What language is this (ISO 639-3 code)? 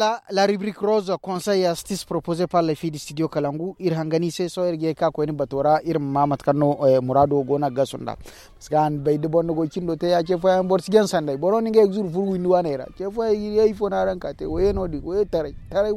dje